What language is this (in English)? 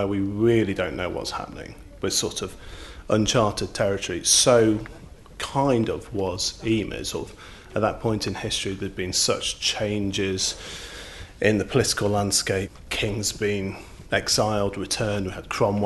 English